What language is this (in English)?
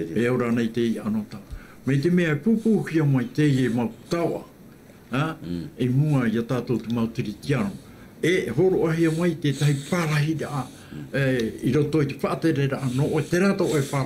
Tahitian